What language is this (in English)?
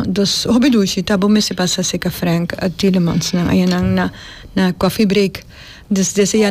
Papiamento